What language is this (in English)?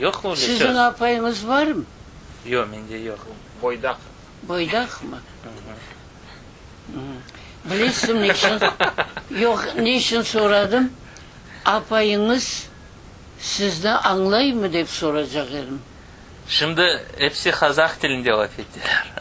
Crimean Tatar